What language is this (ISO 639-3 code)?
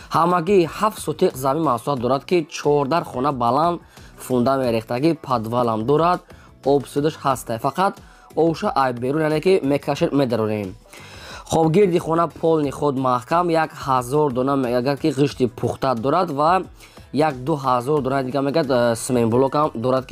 tgk